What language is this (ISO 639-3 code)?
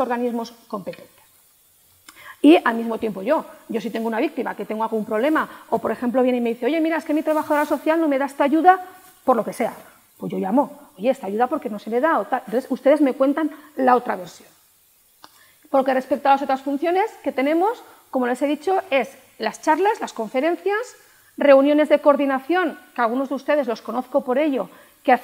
spa